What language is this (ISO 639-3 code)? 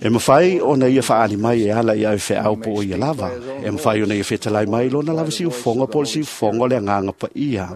smo